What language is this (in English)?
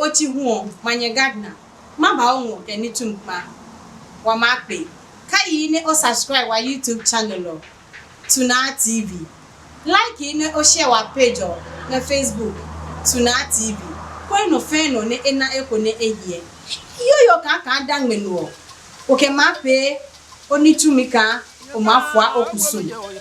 Adangme